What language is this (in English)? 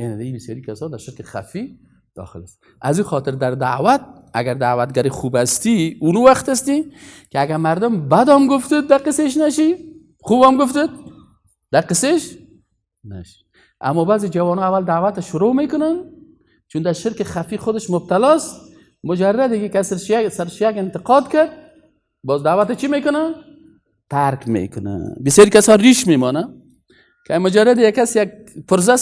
Persian